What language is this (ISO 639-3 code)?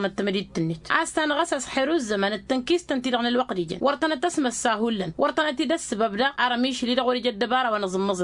taq